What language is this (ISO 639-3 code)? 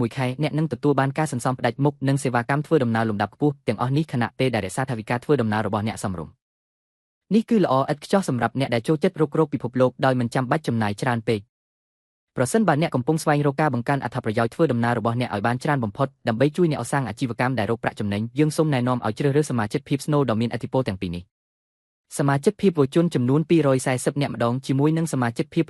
khm